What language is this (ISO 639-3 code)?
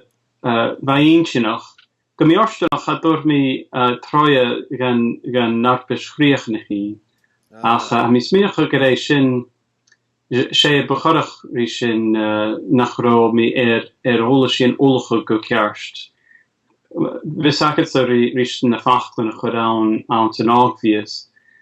gla